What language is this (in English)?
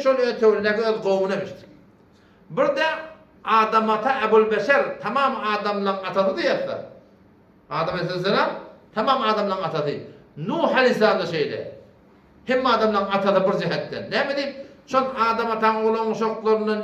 Turkmen